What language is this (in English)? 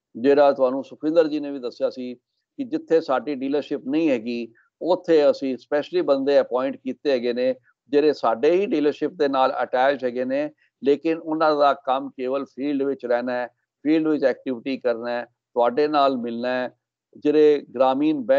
Punjabi